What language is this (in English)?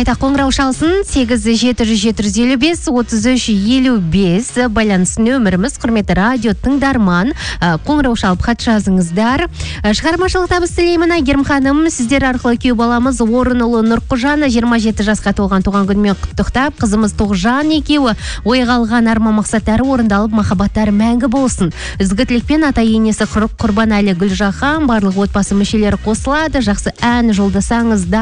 Kazakh